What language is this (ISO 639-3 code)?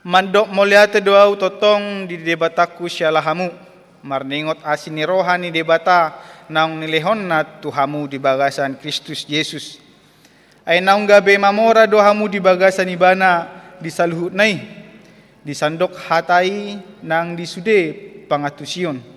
bbc